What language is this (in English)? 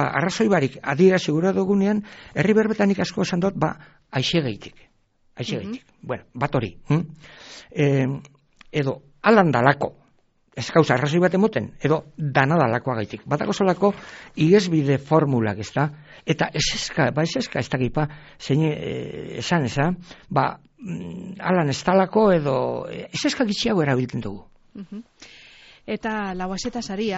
Basque